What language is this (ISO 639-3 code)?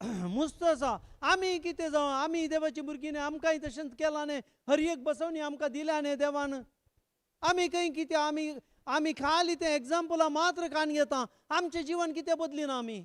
kok